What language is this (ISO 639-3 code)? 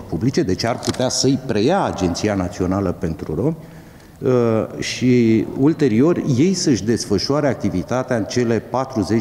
ron